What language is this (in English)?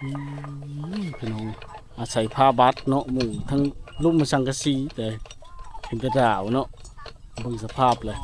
Lao